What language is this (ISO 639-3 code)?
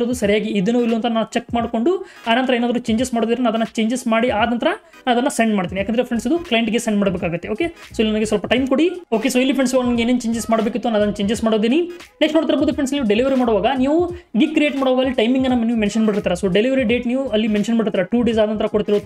kan